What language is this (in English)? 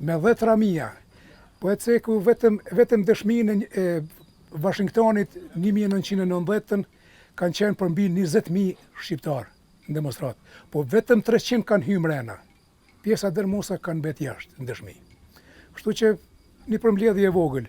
Albanian